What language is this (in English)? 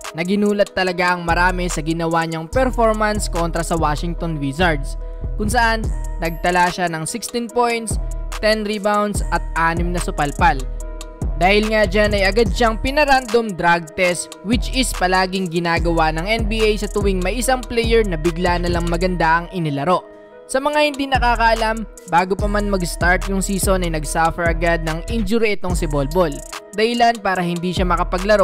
Filipino